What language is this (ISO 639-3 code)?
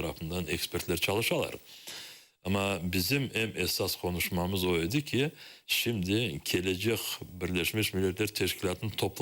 crh